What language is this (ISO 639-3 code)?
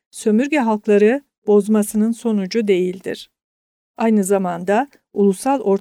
tur